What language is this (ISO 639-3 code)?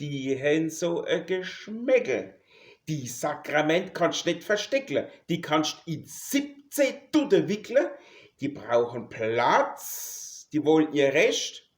pfl